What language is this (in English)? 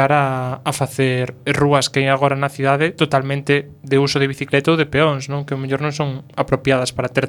Galician